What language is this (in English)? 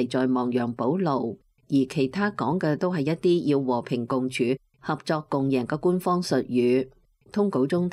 Cantonese